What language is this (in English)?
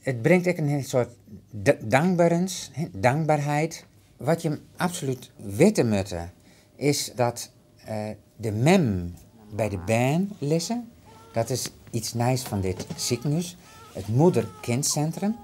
Western Frisian